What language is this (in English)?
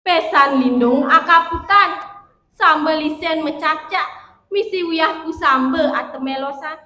Balinese